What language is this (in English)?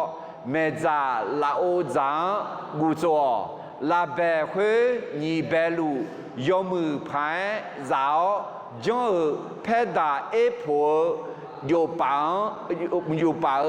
Akha